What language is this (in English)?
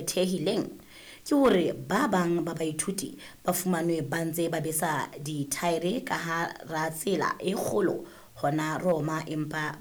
Southern Sotho